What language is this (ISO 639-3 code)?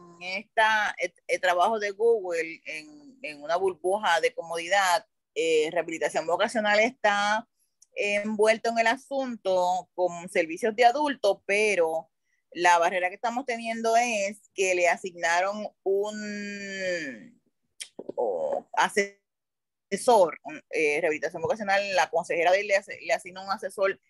spa